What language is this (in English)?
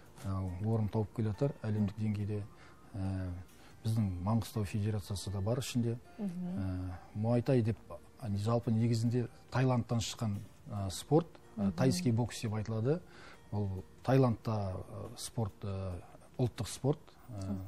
Kazakh